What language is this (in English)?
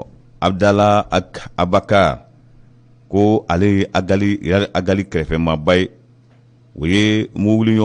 Bambara